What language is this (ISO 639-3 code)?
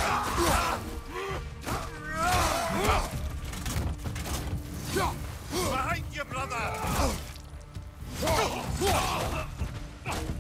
eng